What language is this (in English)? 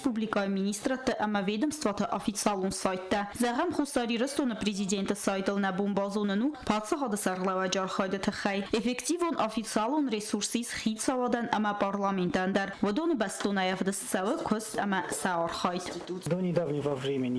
Ossetic